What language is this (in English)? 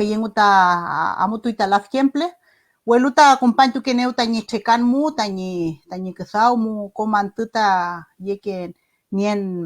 Mapuche